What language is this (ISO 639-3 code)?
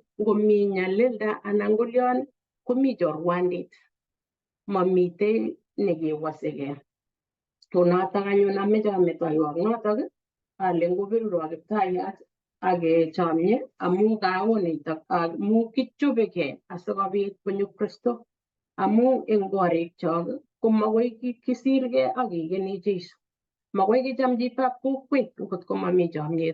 kln